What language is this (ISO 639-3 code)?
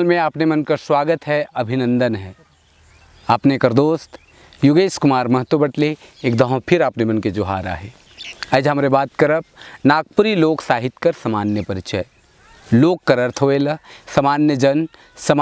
sck